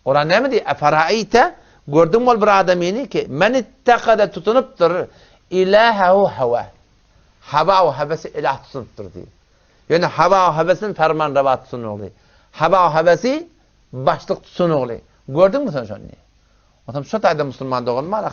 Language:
Turkmen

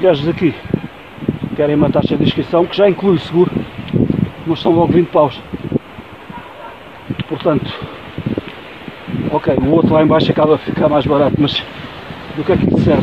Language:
Portuguese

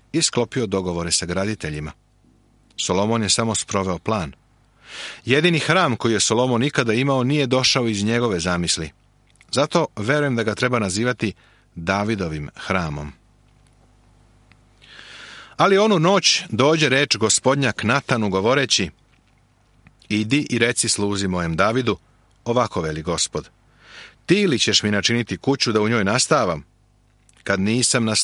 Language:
Serbian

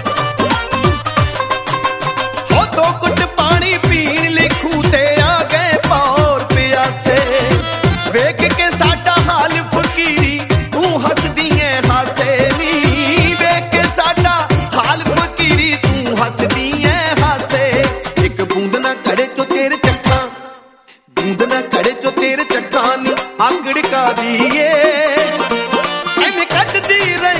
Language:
Punjabi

